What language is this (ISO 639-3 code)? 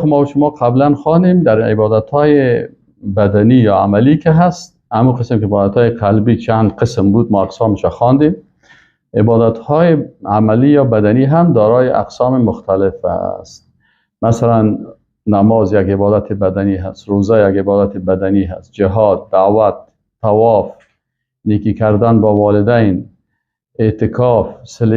fas